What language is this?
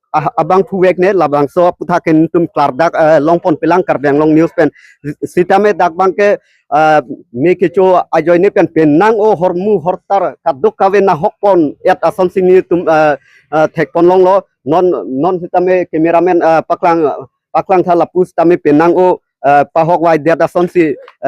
Karbi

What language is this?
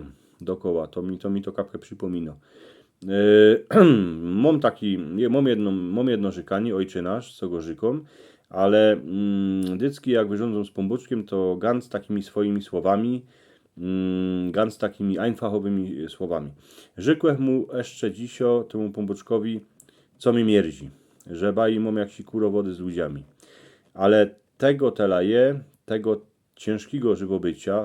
Silesian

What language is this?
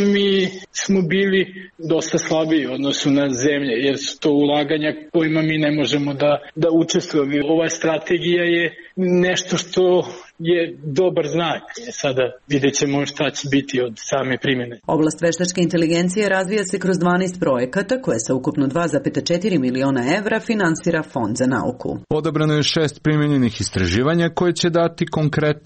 Serbian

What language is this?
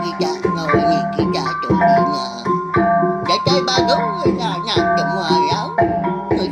Iban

